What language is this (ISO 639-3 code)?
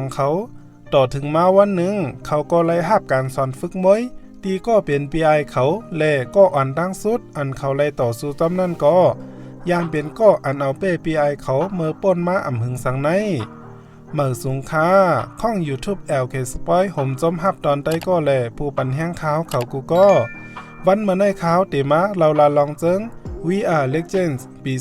shn